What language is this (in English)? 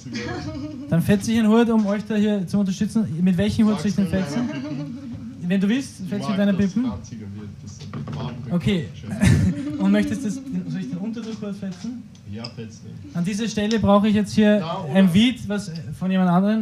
Bavarian